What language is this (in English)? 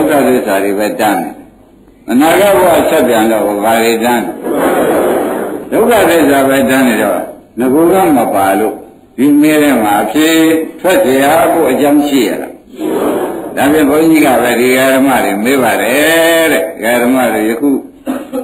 Burmese